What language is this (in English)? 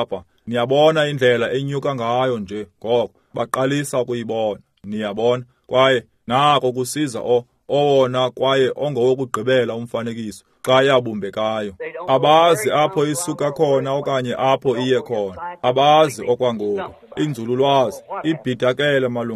Xhosa